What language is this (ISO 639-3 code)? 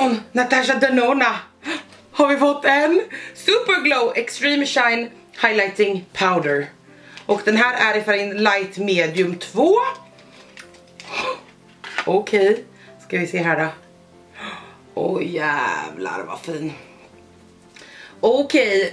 swe